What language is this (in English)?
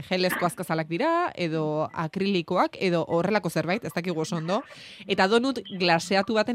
Basque